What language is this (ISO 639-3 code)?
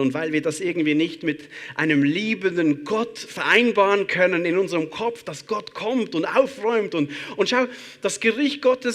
gsw